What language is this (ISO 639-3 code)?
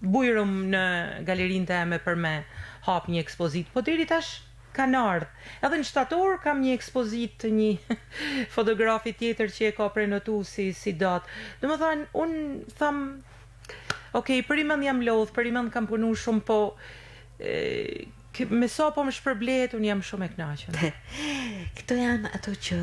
sqi